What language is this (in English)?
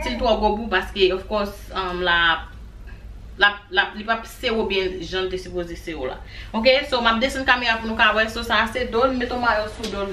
Haitian Creole